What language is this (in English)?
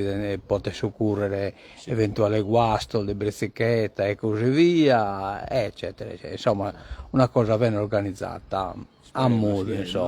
Sardinian